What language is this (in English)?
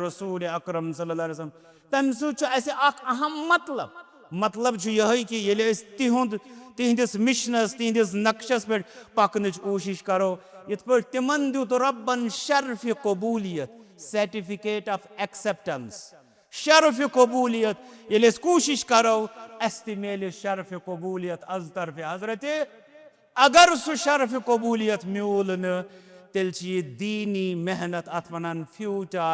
Kashmiri